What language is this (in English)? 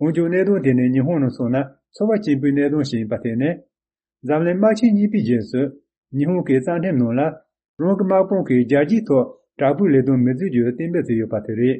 Tibetan